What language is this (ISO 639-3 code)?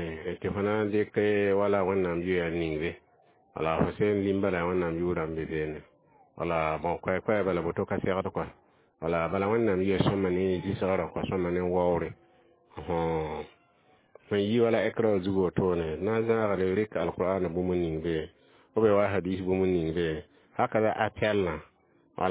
mos